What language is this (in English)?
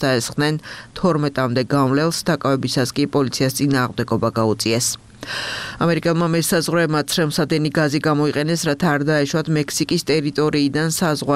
Georgian